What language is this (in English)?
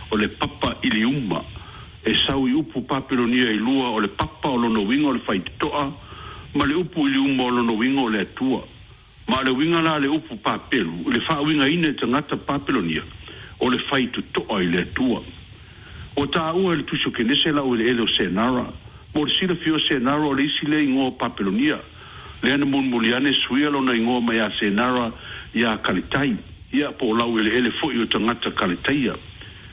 Samoan